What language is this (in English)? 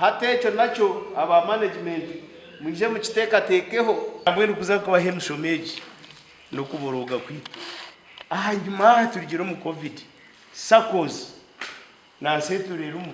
Nyankole